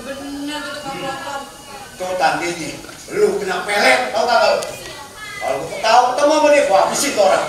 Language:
Betawi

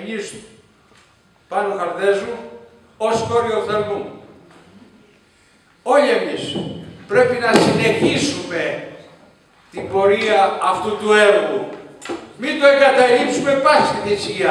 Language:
Greek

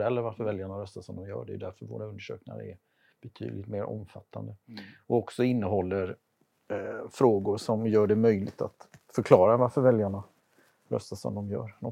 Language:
Swedish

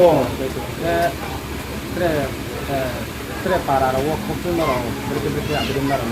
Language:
Riang (India)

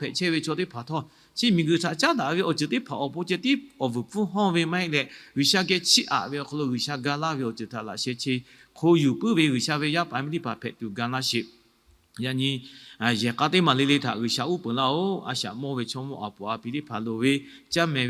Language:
Lahu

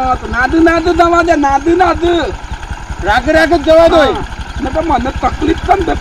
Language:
Gujarati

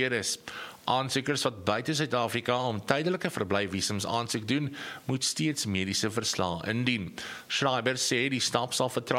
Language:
Afrikaans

